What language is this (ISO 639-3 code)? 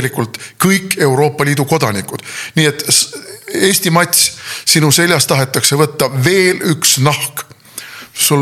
est